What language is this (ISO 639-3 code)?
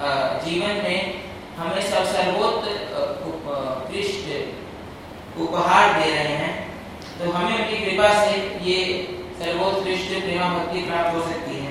hin